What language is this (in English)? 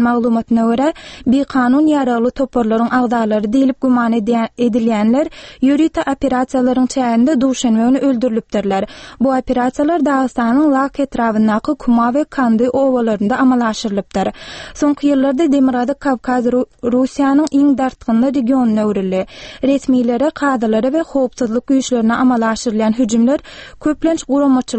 Turkmen